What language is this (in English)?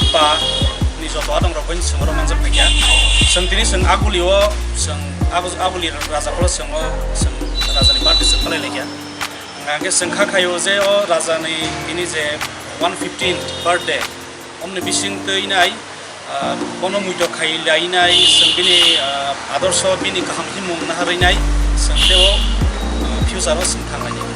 Kok Borok